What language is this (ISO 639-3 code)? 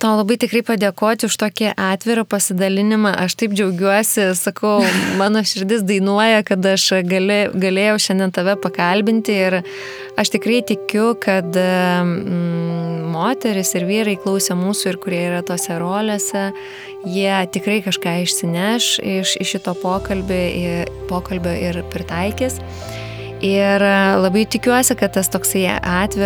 lit